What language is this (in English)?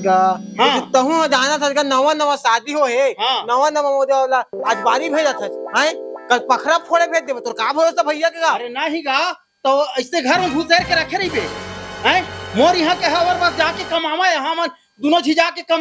Chhattisgarhi